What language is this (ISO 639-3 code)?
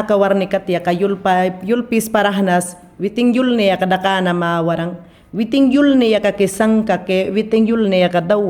yan